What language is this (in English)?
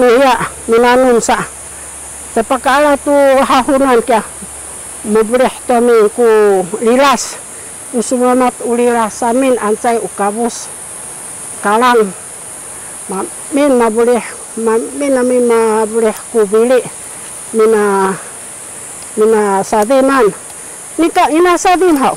Sakizaya